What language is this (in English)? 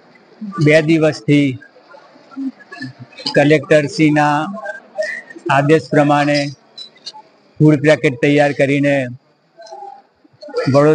Gujarati